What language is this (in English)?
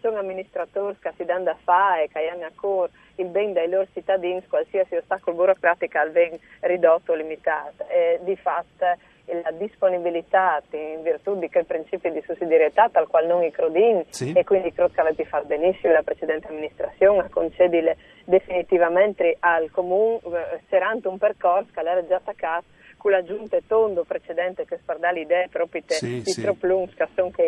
Friulian